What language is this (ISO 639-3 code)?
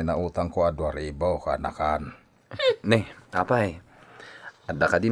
ilo